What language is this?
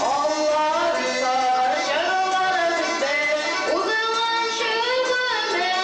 Tatar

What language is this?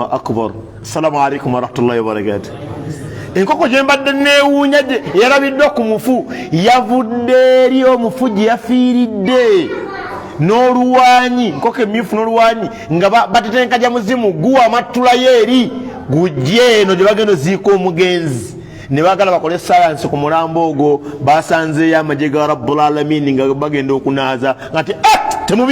Ganda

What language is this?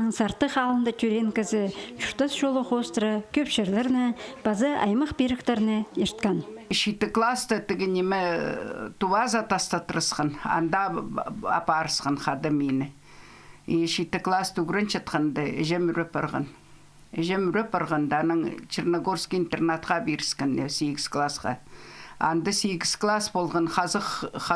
Khakas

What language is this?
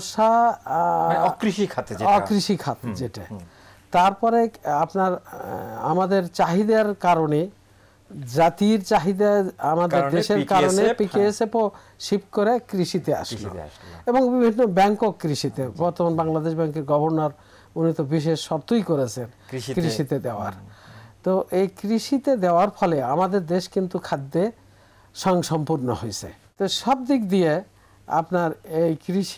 Bangla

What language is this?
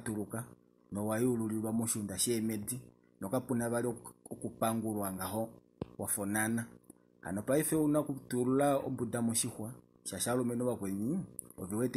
Kuanyama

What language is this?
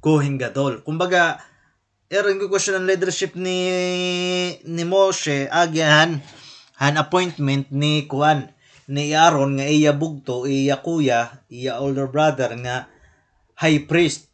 Waray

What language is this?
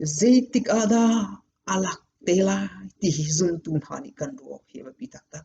Hakha Chin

